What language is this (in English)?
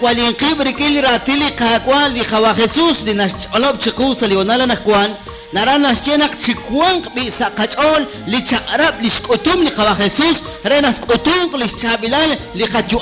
Kekchí